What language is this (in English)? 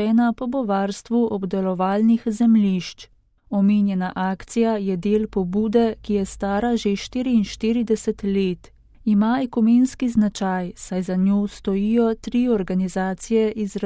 Slovenian